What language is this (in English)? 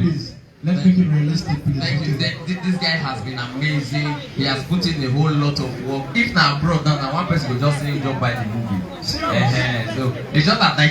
Nigerian Pidgin